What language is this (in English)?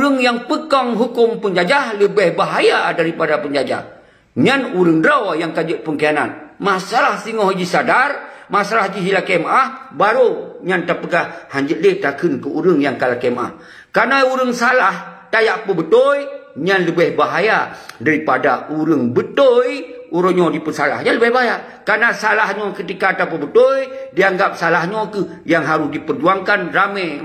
Achinese